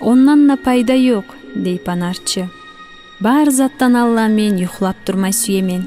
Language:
Kumyk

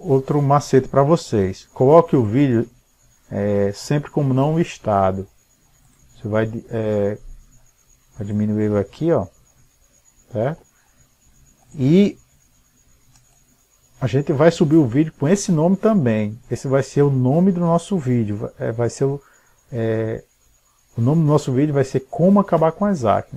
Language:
Portuguese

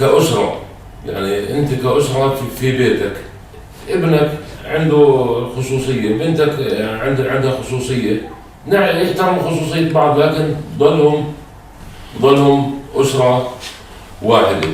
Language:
North Levantine Arabic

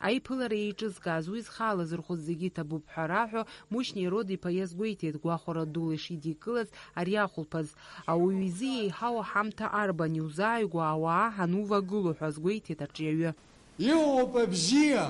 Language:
Abkhazian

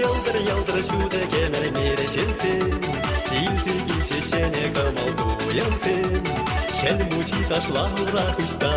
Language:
Chuvash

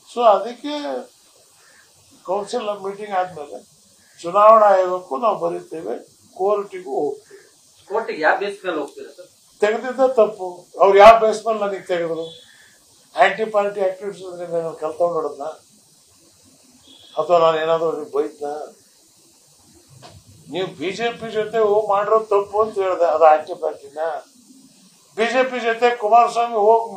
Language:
Kannada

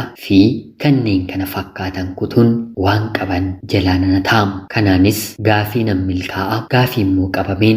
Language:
Oromo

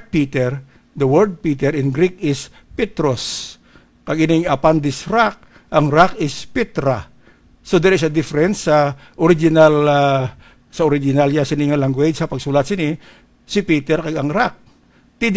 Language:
Hiligaynon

